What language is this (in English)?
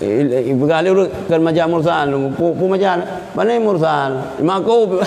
Achinese